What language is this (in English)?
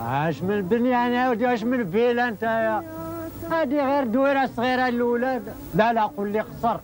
Algerian Arabic